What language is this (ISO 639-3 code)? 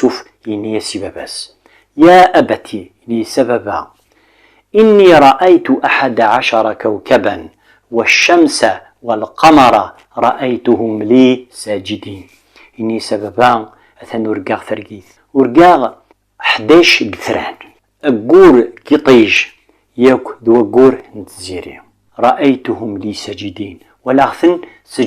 kab